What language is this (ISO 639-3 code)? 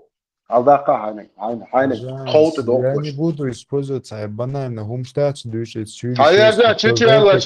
che